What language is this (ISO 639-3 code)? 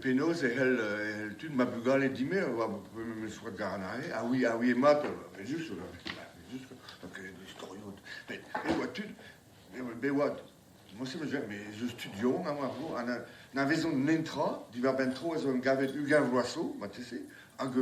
bre